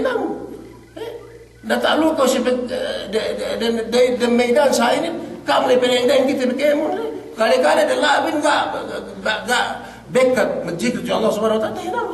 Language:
Yakan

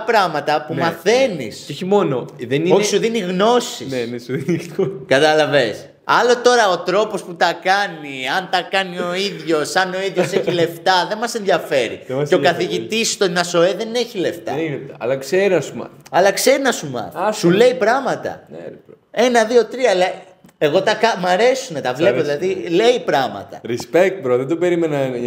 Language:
Greek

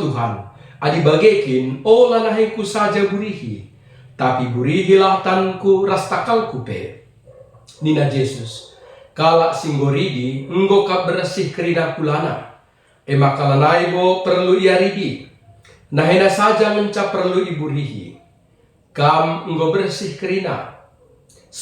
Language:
Batak Karo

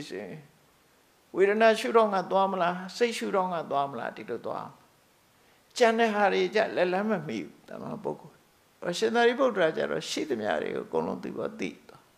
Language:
Burmese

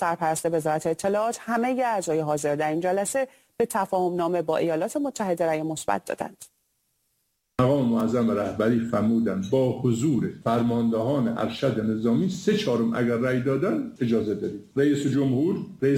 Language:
Persian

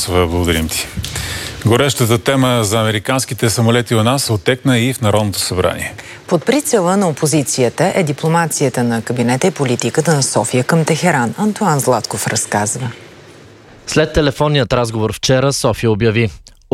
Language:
Bulgarian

